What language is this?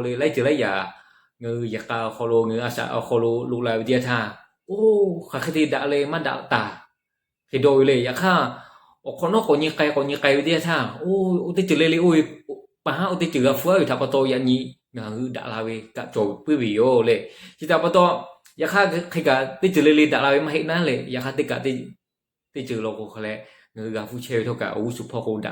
Lahu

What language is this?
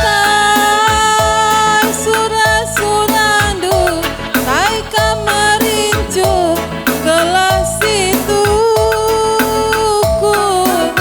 Batak Karo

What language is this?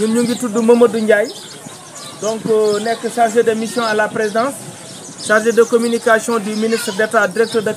Wolof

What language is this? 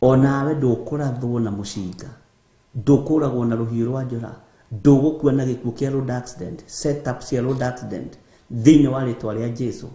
Kikuyu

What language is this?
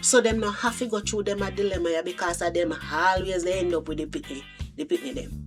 Jamaican Creole English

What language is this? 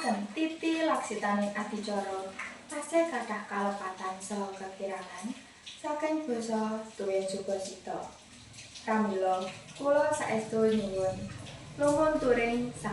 Javanese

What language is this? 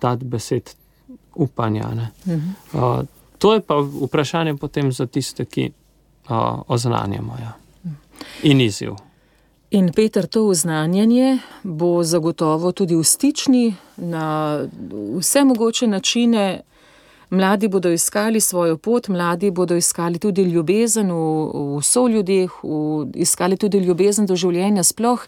Slovenian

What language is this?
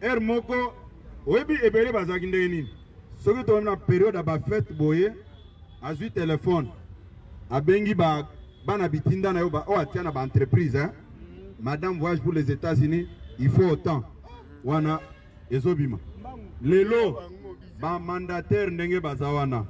Lingala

